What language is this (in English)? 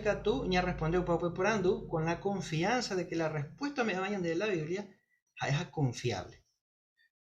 Guarani